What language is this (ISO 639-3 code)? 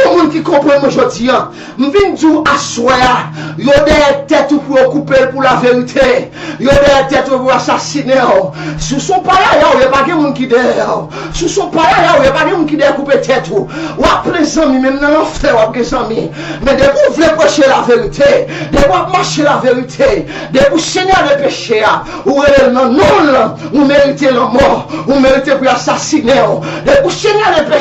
hat